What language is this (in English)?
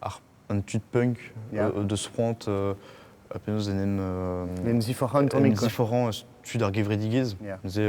Breton